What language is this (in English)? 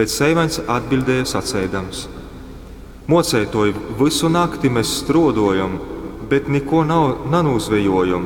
Latgalian